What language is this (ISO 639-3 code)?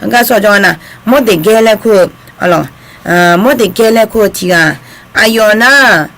ahk